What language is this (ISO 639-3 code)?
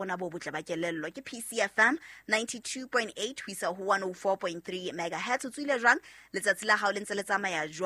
sot